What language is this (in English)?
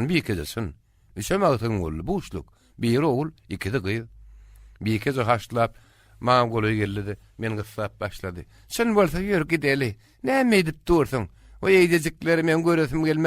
Turkmen